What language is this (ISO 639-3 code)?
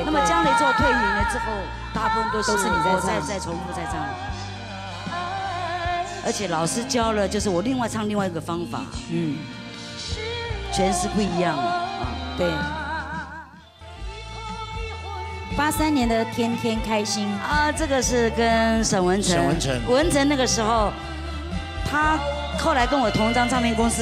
zho